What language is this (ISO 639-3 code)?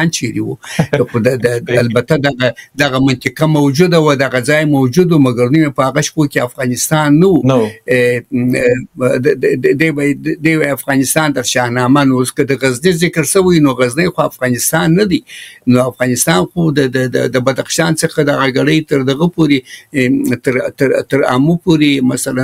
pus